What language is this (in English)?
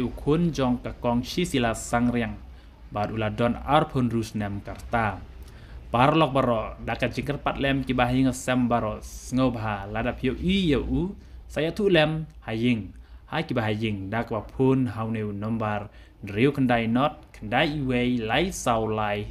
Khasi